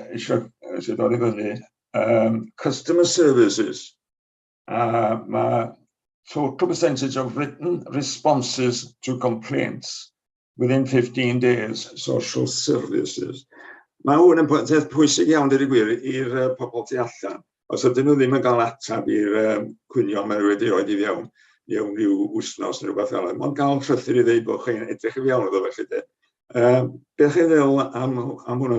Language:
Welsh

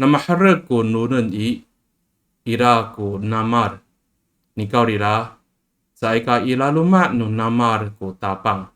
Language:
Amis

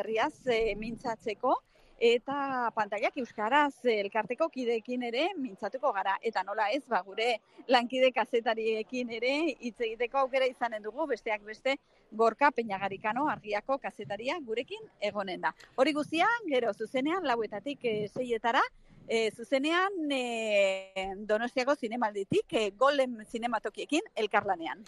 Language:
Basque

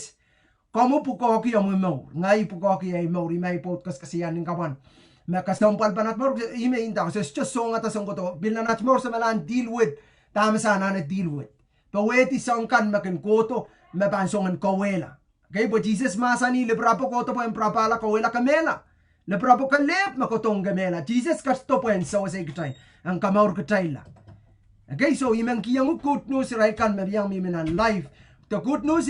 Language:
Pohnpeian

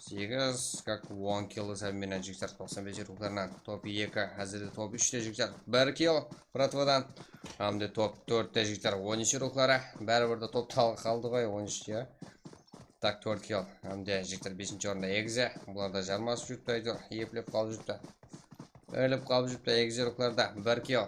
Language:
Kara-Kalpak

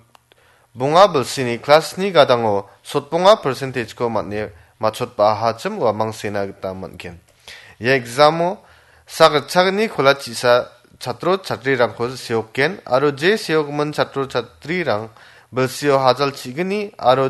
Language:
Garo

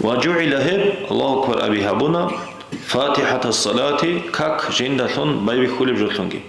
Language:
Avaric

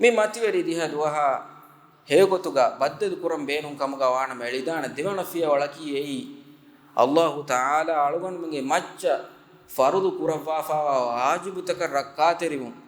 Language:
Divehi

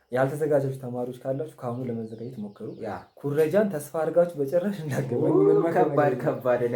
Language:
Amharic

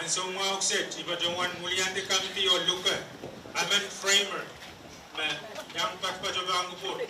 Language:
Pohnpeian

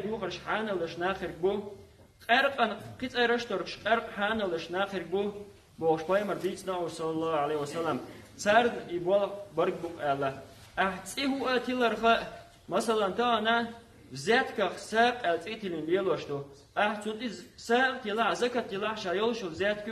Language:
Chechen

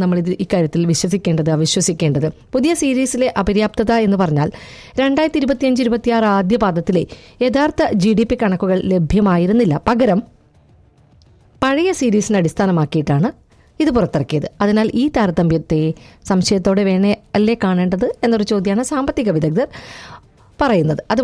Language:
Malayalam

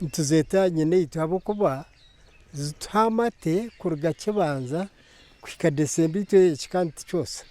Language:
Nyankole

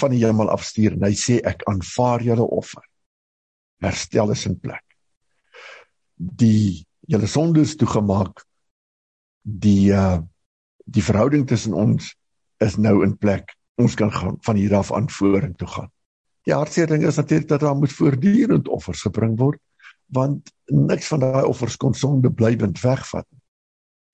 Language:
Afrikaans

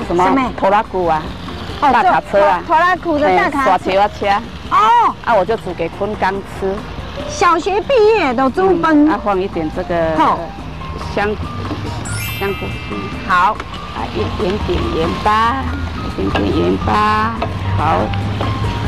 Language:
Chinese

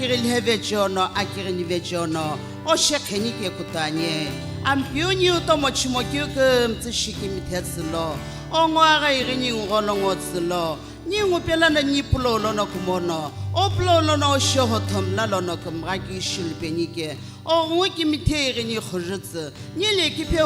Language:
Sumi Naga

